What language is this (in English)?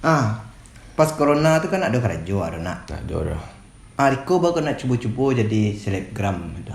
Minangkabau